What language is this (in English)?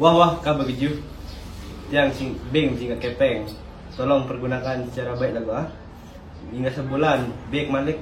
Sasak